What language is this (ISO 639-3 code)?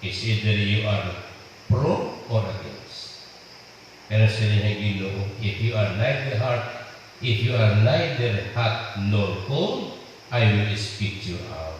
hil